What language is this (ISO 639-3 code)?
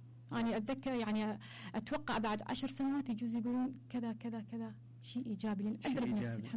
acm